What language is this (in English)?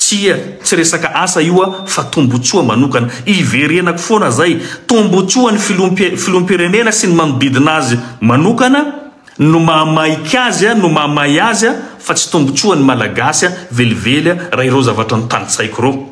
Malagasy